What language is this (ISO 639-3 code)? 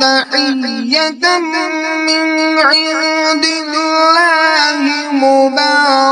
kas